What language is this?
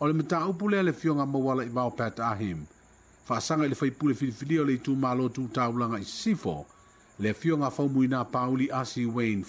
Samoan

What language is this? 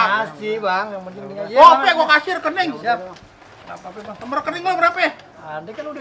Betawi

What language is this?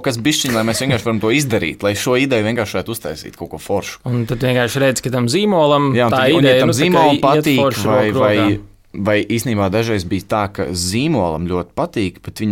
Latvian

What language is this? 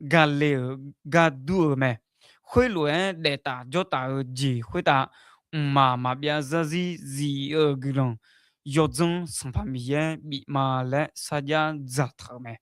Akha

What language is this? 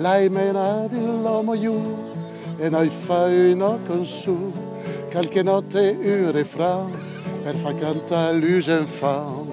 Occitan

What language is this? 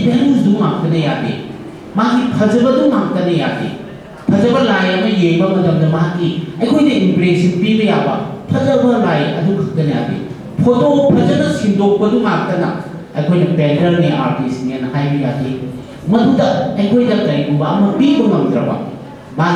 Manipuri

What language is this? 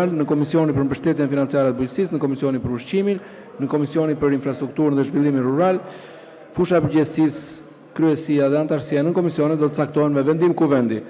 Albanian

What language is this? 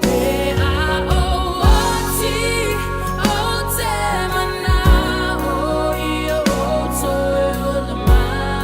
Samoan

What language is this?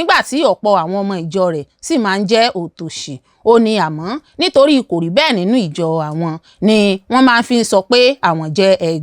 Yoruba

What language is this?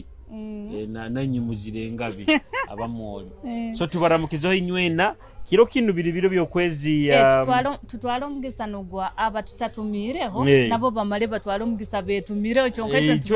Nyoro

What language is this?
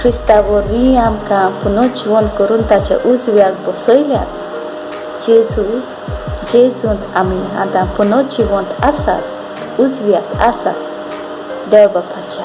Konkani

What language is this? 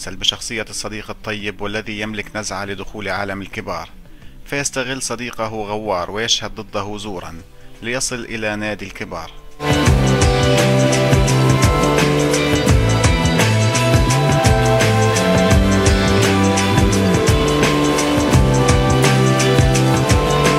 Arabic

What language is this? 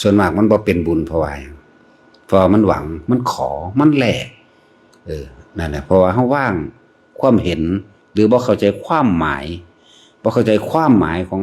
Lao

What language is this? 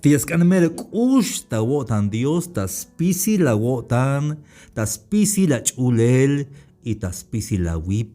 Tzeltal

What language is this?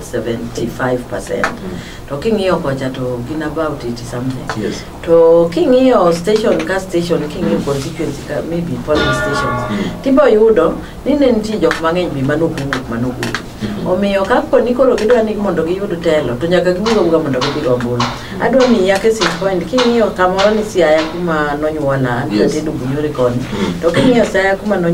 Luo (Kenya and Tanzania)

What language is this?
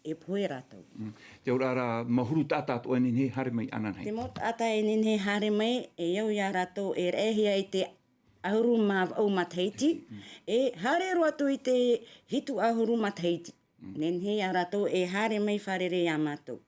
Tahitian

